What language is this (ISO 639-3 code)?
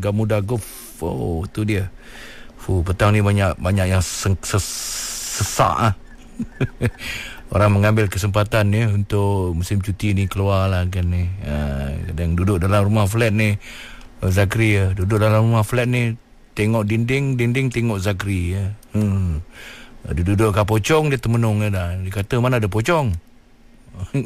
msa